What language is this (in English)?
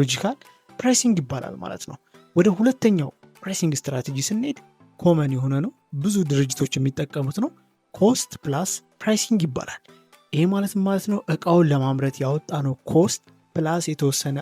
Amharic